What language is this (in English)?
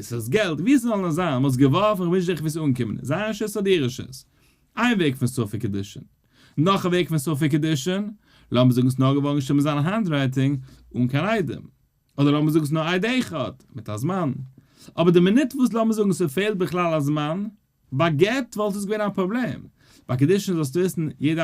Yiddish